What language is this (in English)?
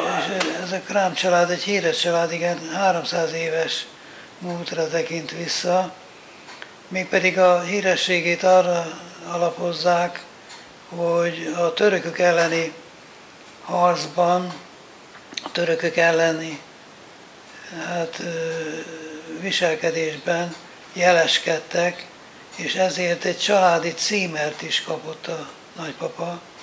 Hungarian